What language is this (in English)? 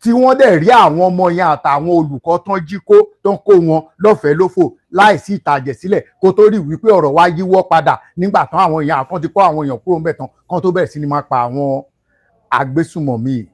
Yoruba